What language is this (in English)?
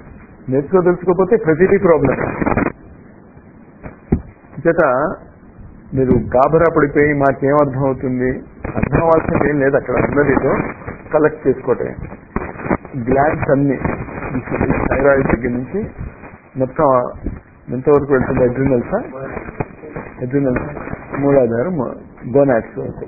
Telugu